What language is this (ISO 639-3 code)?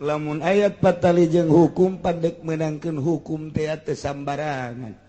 sun